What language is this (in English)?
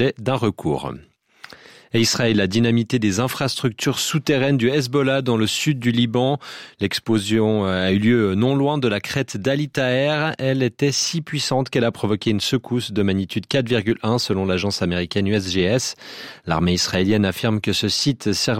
French